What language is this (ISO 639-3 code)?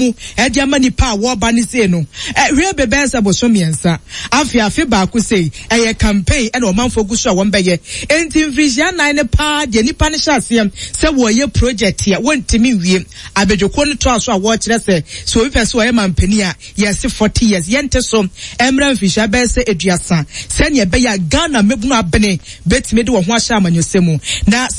aka